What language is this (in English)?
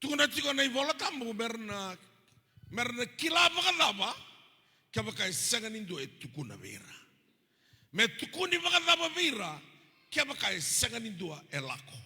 Fijian